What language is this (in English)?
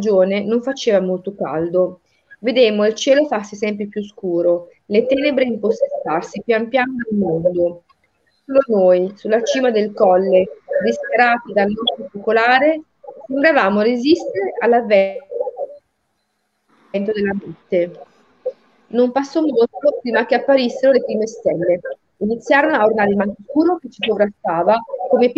Italian